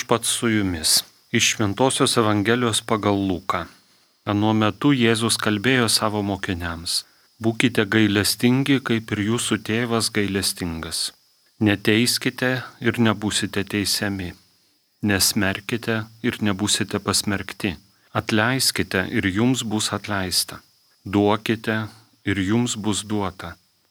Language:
Lithuanian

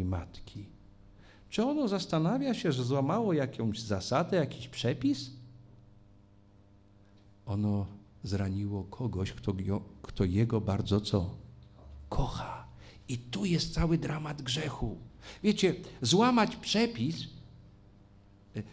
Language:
Polish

